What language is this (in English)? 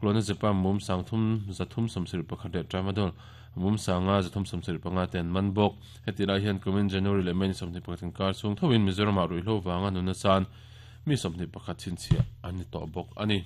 Mizo